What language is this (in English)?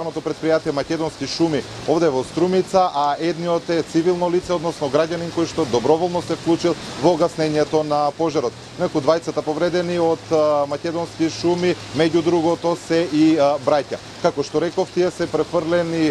Macedonian